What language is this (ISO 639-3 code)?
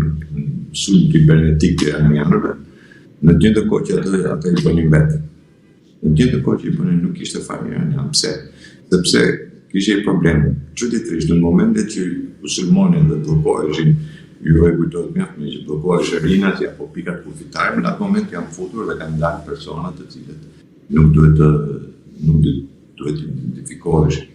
sqi